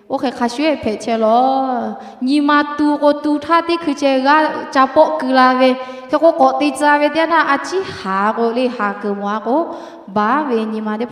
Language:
Lahu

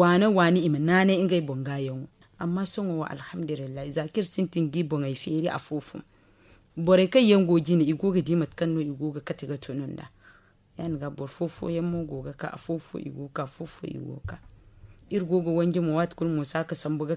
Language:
Zarma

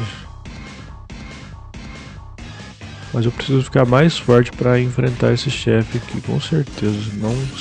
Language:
Portuguese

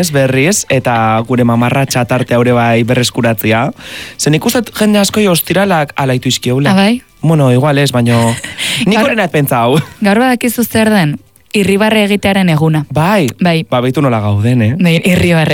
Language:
Basque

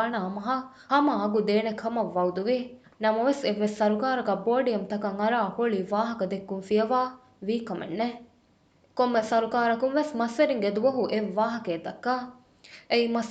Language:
Divehi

